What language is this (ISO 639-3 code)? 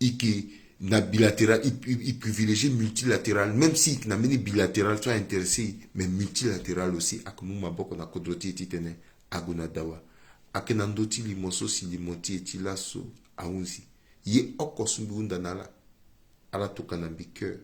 sag